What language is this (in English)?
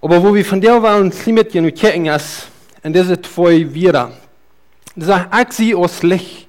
Plautdietsch